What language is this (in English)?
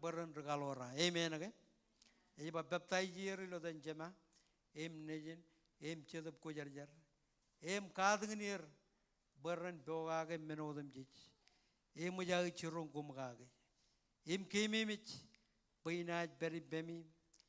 Marshallese